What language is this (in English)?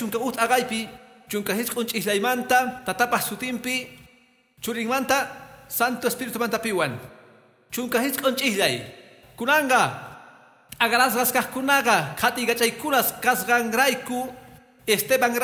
Quechua